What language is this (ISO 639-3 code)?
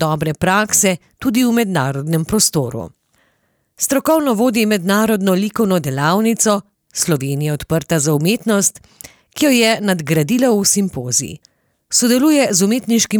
slv